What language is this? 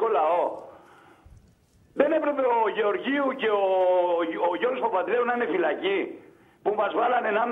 Greek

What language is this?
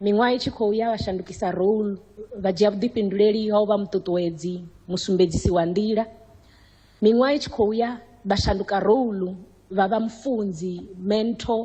Venda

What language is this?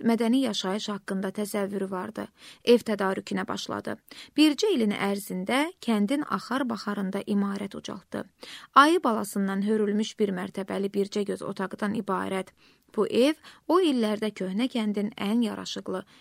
Azerbaijani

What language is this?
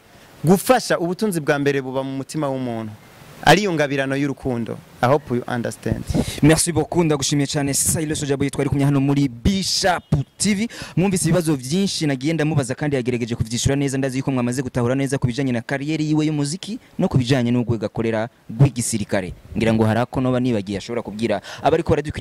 Rundi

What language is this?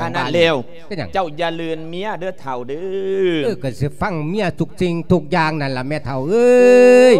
Lao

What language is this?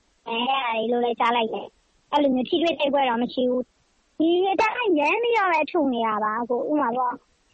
Burmese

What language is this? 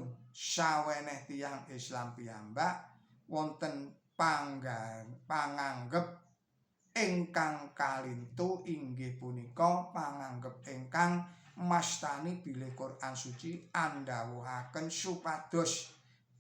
Javanese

